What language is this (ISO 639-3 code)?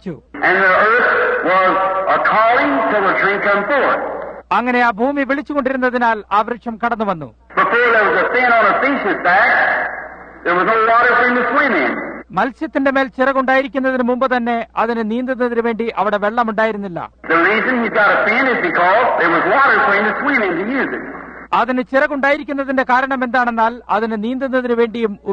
mal